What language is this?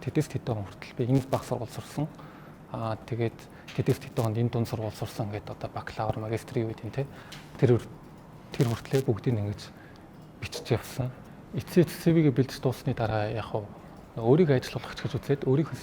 Mongolian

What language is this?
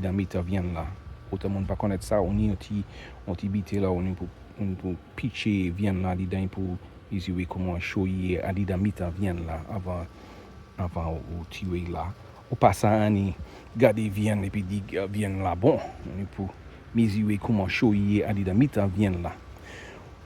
Saint Lucian Creole French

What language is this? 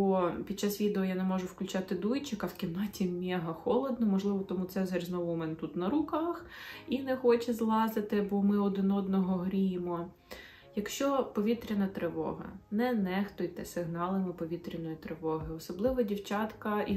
Ukrainian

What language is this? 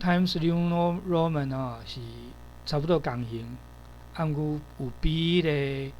Min Nan Chinese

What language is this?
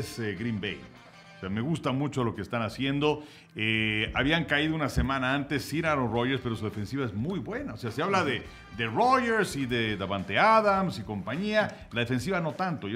Spanish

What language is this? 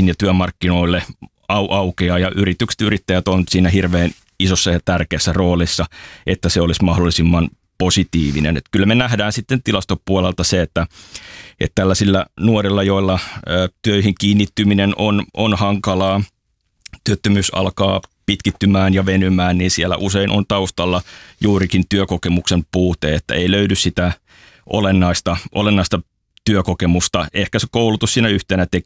Finnish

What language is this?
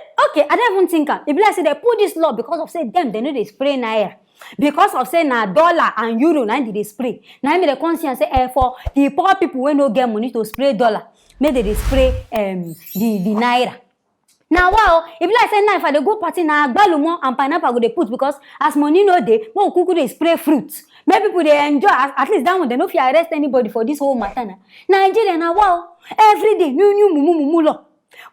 Nigerian Pidgin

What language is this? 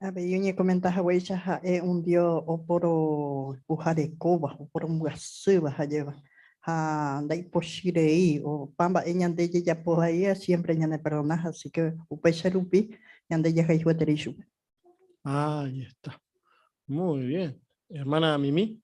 Guarani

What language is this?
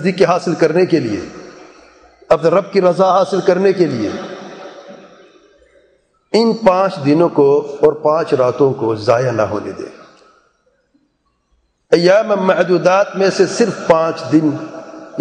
Urdu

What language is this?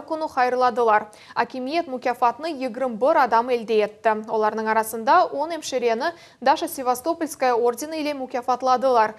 Crimean Tatar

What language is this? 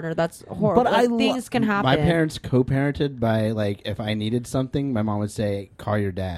English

